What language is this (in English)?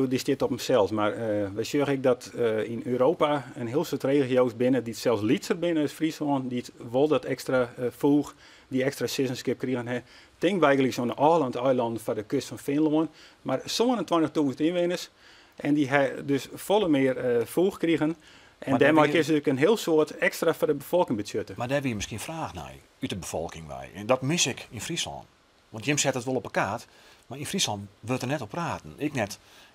Western Frisian